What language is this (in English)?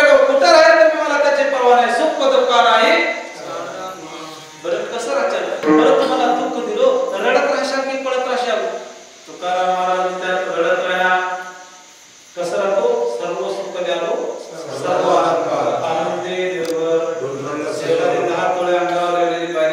Marathi